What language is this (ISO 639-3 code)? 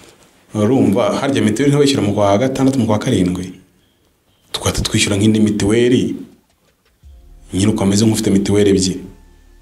kin